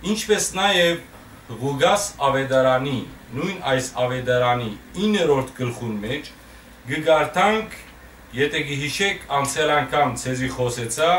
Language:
Western Armenian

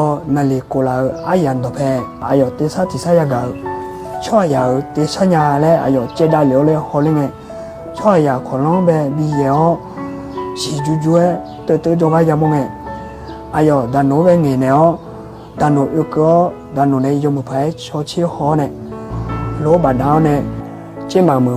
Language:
Akha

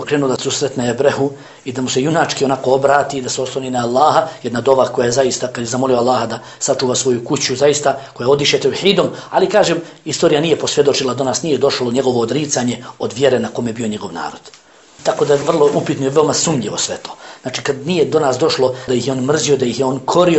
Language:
Bosnian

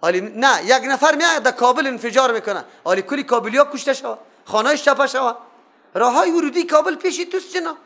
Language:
Persian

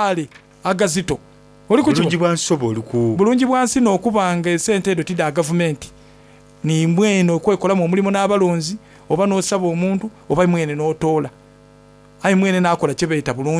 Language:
Soga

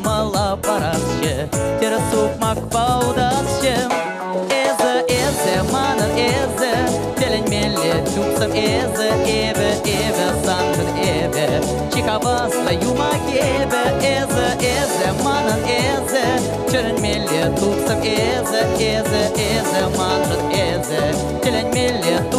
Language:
Chuvash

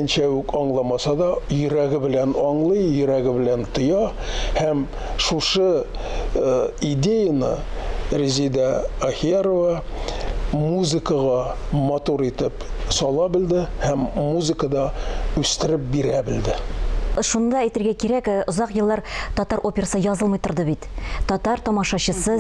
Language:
Tatar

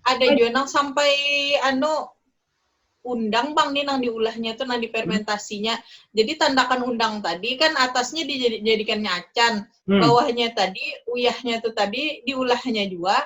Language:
Banjar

